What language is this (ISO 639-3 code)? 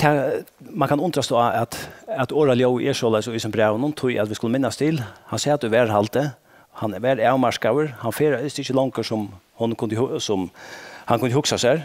fao